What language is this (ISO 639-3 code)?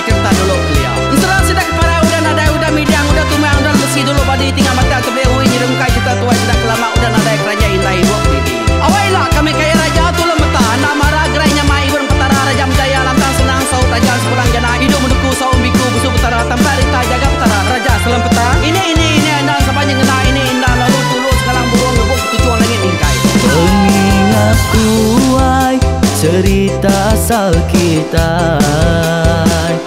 iba